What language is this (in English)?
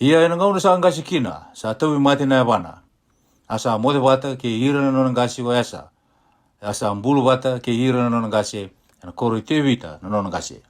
Fijian